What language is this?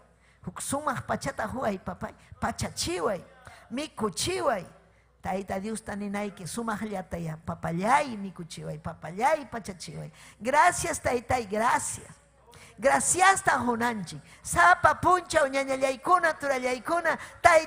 Ayacucho Quechua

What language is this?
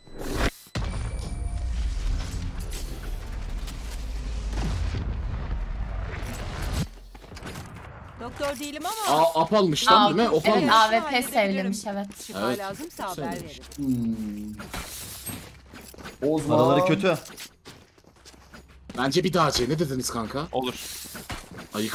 Turkish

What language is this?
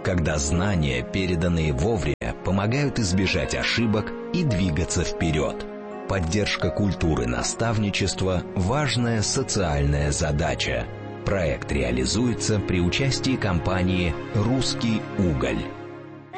Russian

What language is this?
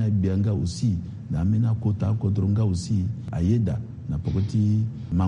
Sango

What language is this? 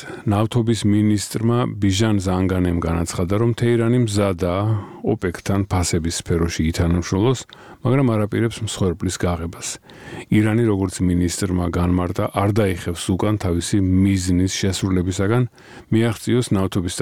Georgian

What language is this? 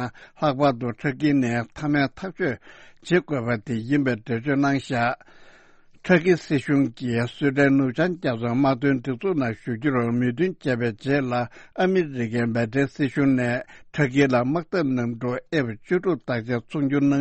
Tibetan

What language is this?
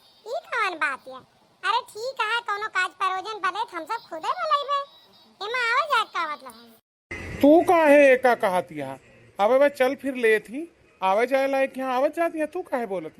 Awadhi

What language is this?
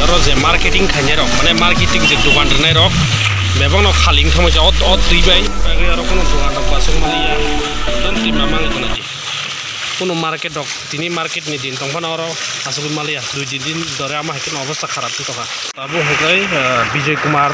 Kok Borok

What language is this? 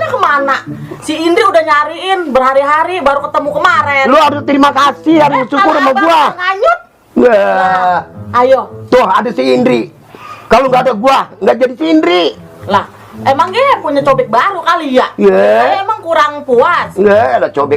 Betawi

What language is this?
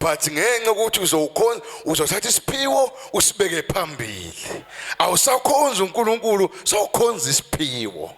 Zulu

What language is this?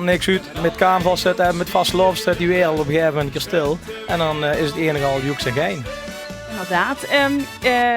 Limburgish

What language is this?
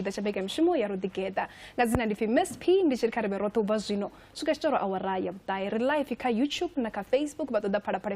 Venda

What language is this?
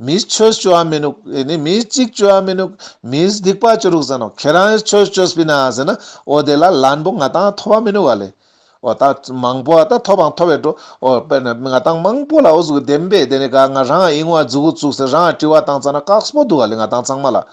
Ladakhi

